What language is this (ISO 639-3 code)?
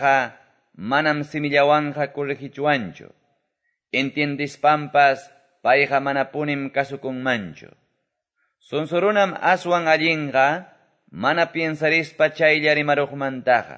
que